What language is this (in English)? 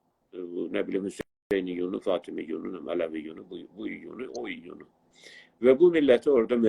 South Azerbaijani